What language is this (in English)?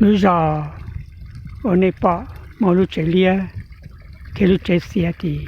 Hmong